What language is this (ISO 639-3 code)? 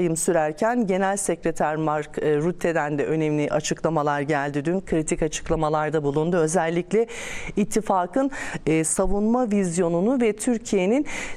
tur